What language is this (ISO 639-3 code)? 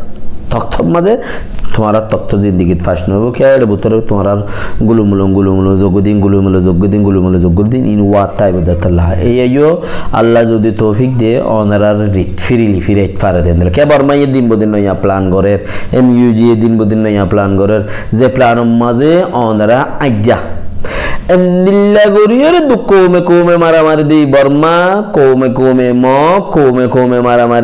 rhg